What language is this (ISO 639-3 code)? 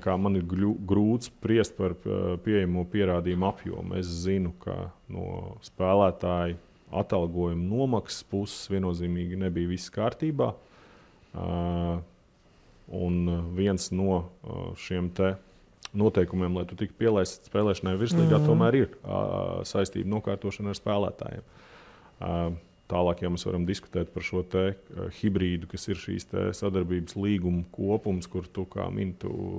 lav